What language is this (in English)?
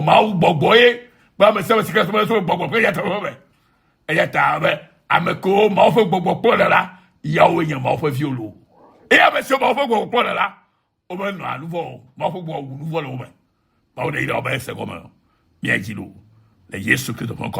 Ewe